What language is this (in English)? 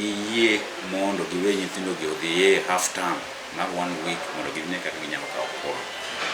Luo (Kenya and Tanzania)